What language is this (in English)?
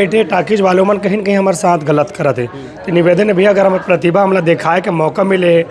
Chhattisgarhi